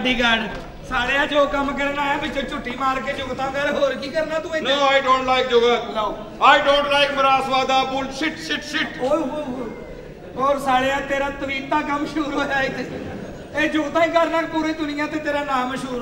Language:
Punjabi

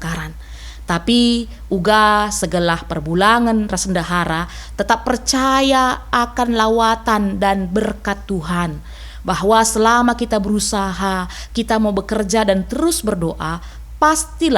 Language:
Batak Karo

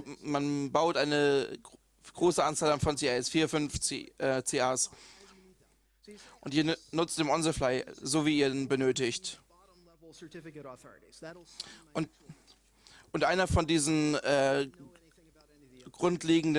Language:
German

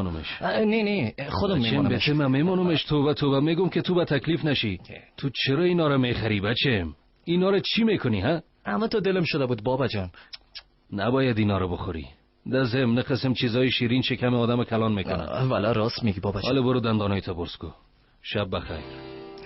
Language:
Tajik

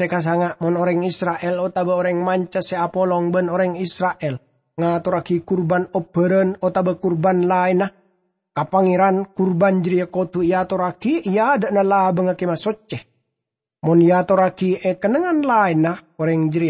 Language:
Madurese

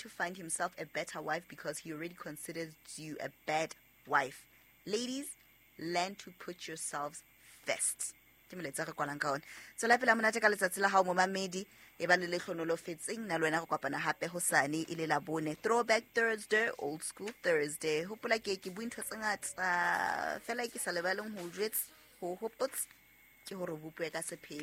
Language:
Southern Sotho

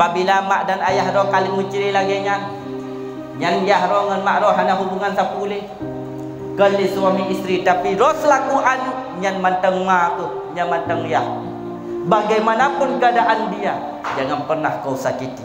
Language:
Achinese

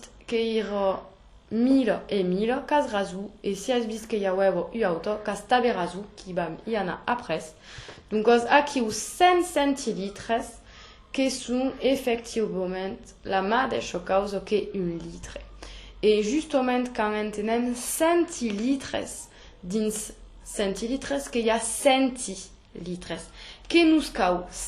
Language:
Occitan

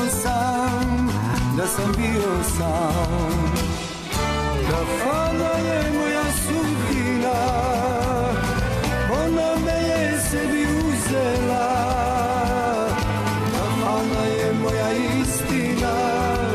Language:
Serbian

